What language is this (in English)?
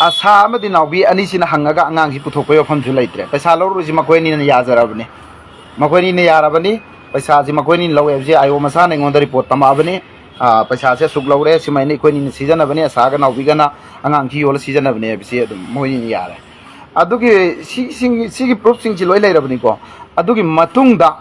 Manipuri